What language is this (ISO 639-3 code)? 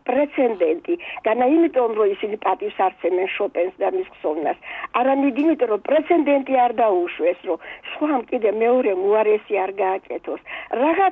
kat